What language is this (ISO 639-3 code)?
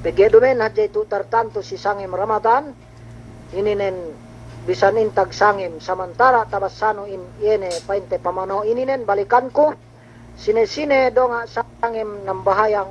yka